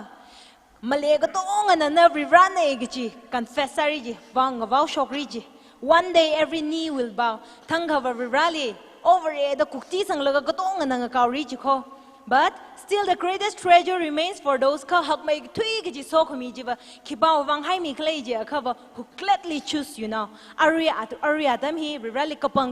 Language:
Tangkhul Naga (India)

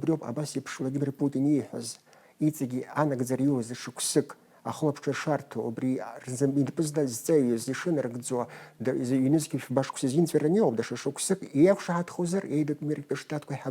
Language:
Abkhazian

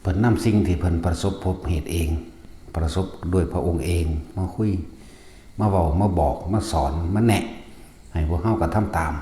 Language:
Northeastern Thai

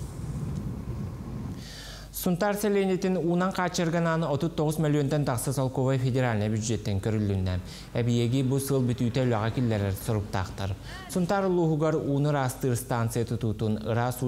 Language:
Yakut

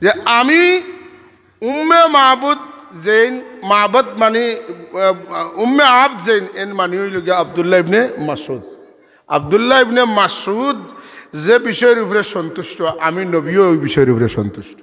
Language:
Sylheti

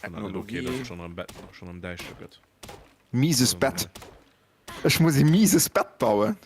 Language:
Luxembourgish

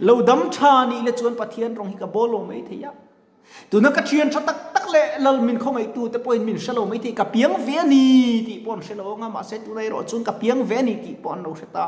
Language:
Mizo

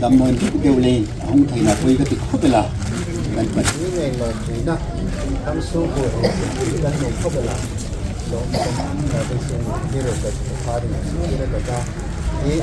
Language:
Hmar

